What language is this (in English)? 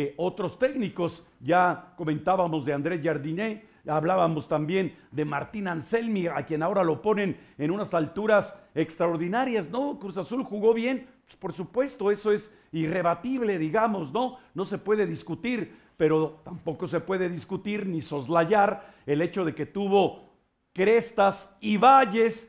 Spanish